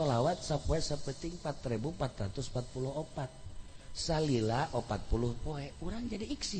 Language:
Sundanese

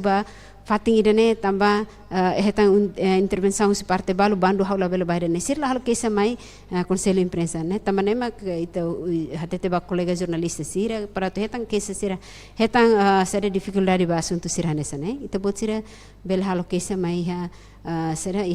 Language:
Tetum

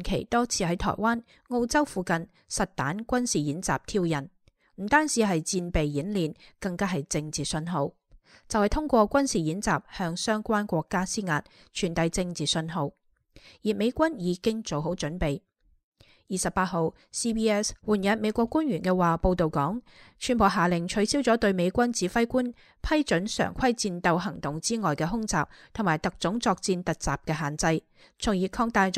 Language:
Cantonese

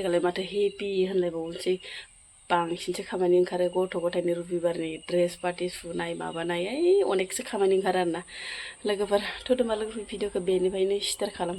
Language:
Bodo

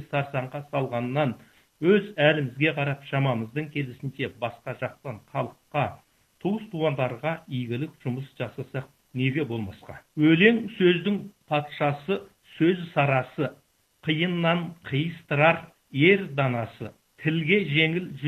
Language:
Kazakh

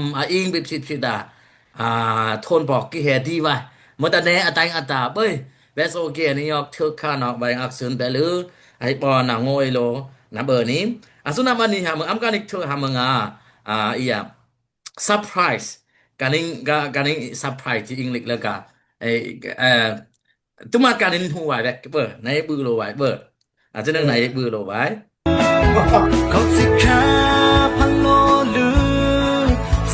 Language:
Dimasa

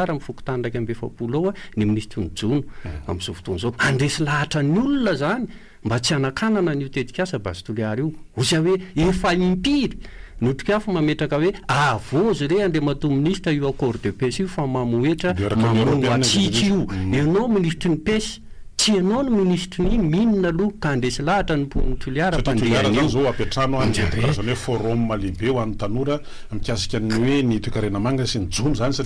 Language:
Malagasy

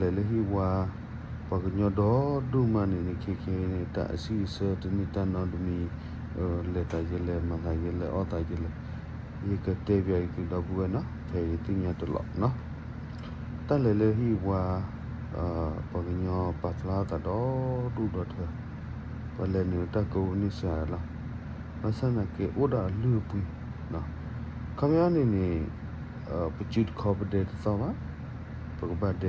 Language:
S'gaw Karen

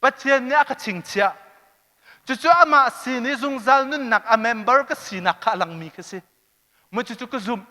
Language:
Hakha Chin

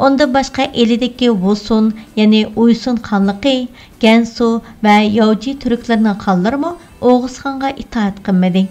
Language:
Uyghur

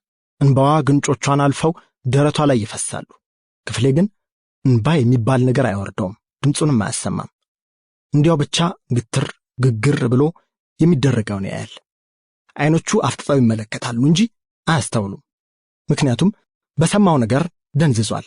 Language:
Amharic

